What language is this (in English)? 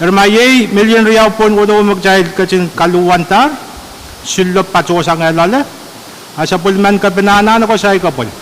Pohnpeian